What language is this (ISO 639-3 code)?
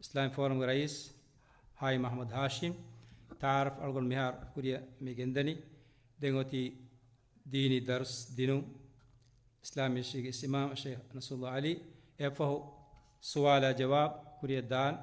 div